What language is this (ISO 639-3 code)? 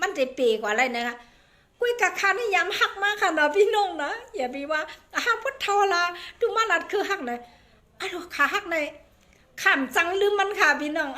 shn